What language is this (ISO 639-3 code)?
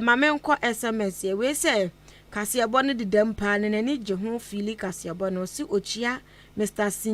aka